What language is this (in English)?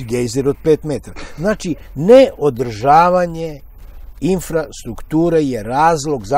Serbian